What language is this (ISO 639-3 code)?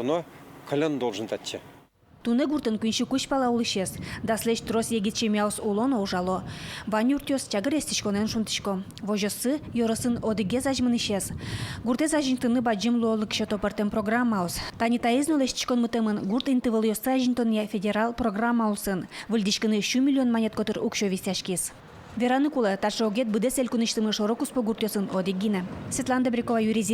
udm